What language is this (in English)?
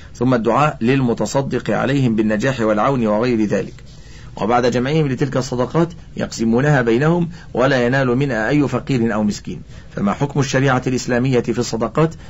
Arabic